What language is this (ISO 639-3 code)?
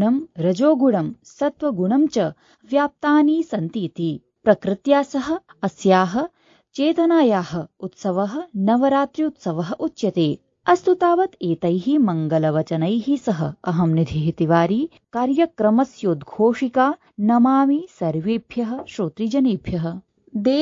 san